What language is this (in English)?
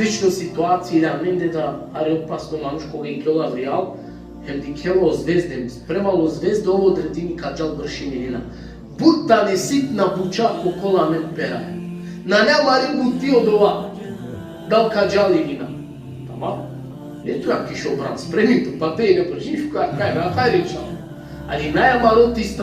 Balkan Romani